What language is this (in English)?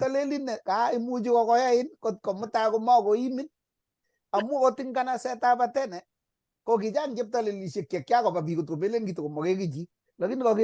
Kalenjin